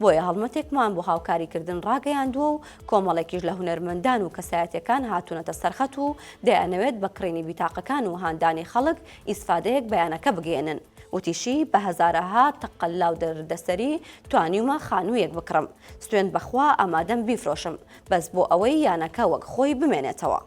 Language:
Central Kurdish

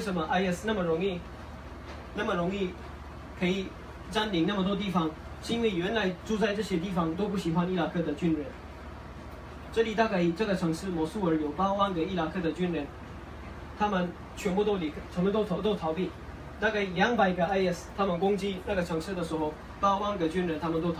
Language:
Chinese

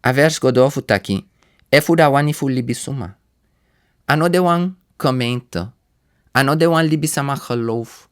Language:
Sranan Tongo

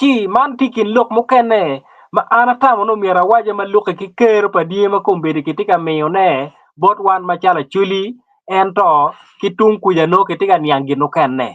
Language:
Acoli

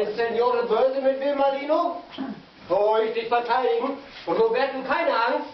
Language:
Low German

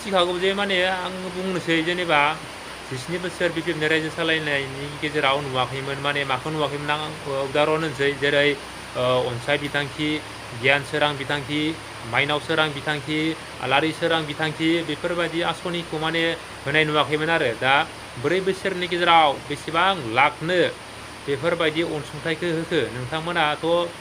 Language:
Bodo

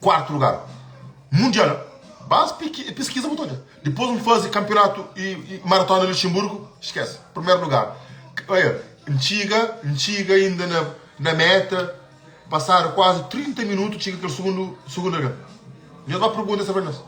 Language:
Kabuverdianu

